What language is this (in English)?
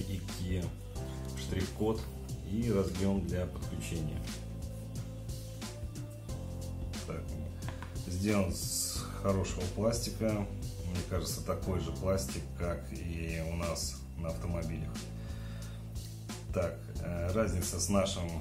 Russian